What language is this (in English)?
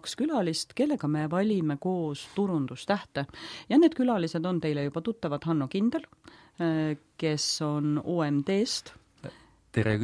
Estonian